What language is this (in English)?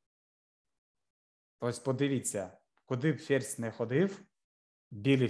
Ukrainian